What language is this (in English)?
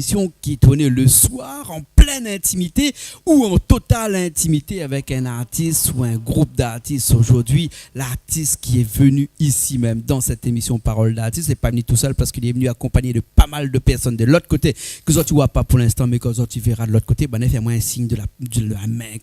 Réunion Creole French